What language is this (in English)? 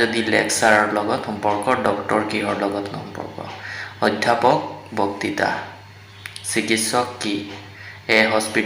Assamese